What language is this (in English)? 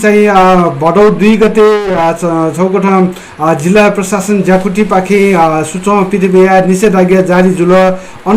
Newari